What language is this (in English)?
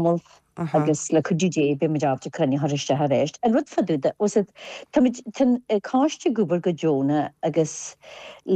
Irish